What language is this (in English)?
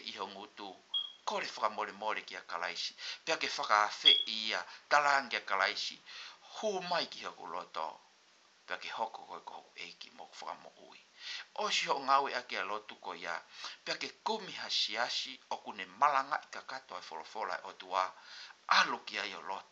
Tongan